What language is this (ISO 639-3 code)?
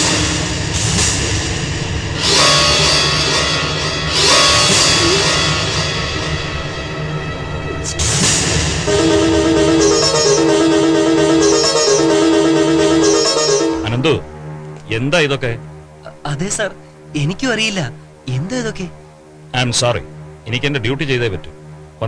mal